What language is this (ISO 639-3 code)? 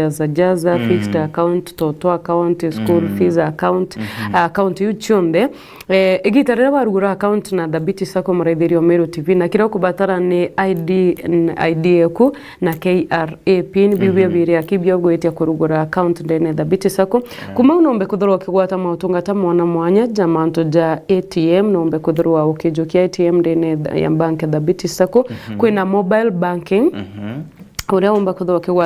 mer